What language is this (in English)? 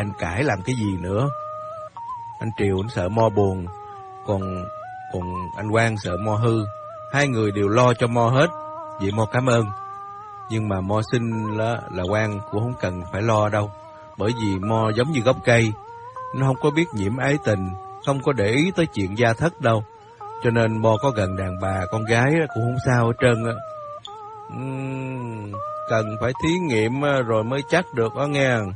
Vietnamese